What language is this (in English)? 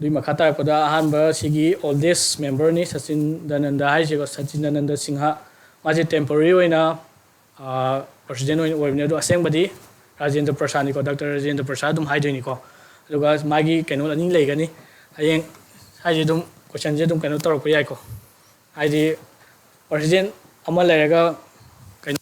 Manipuri